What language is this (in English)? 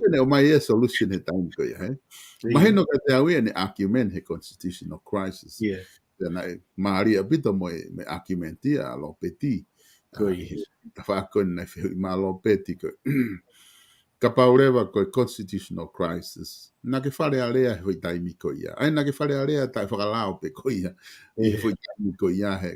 Tongan